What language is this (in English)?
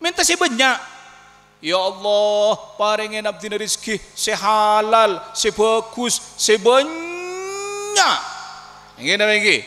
Madurese